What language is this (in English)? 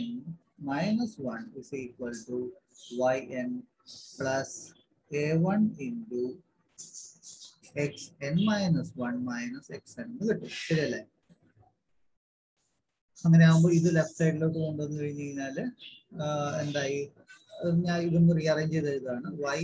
Malayalam